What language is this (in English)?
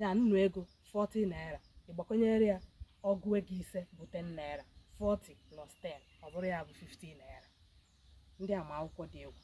Igbo